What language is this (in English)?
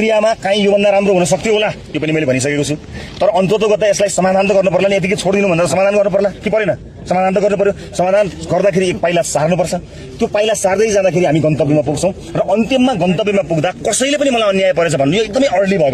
Nepali